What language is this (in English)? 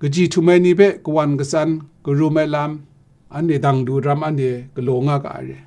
Kachin